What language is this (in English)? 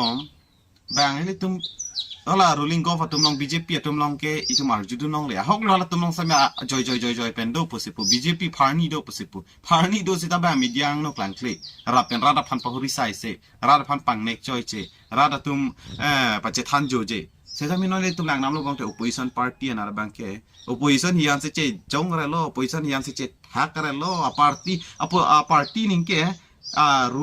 Karbi